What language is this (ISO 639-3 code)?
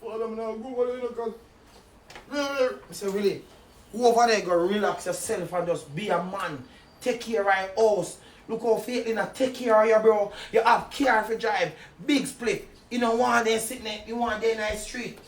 jam